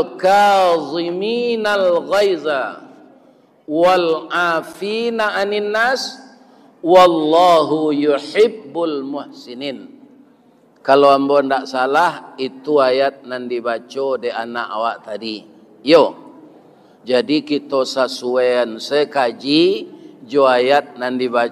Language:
Minangkabau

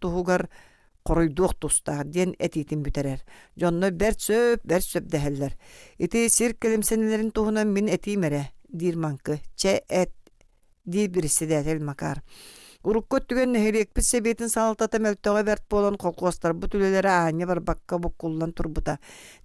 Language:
Yakut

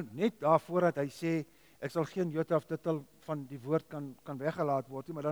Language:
Afrikaans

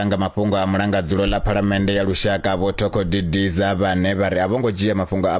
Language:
Venda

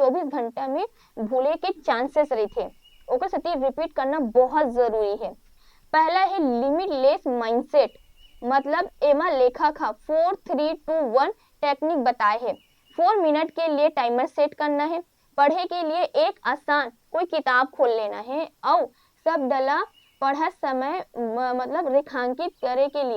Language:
Chhattisgarhi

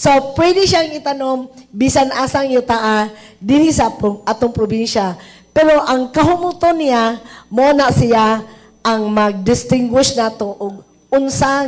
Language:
Cebuano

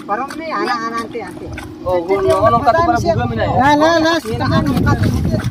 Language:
Santali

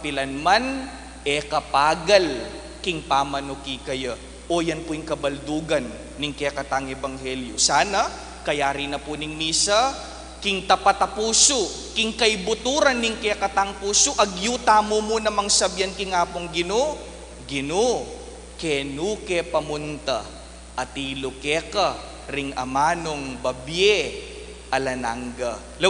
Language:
Pampanga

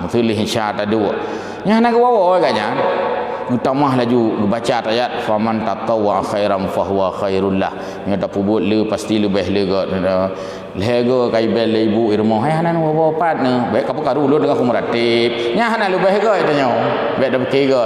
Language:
Achinese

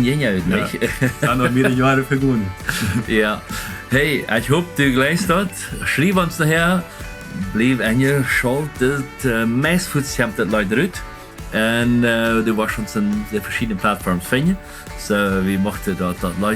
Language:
Plautdietsch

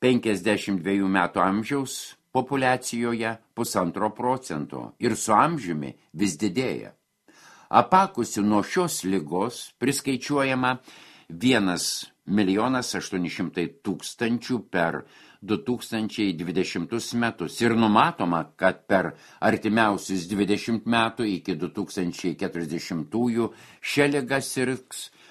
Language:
Lithuanian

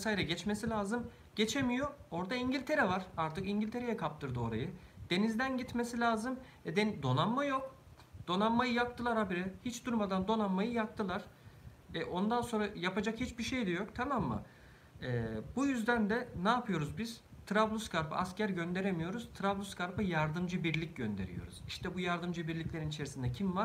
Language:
Turkish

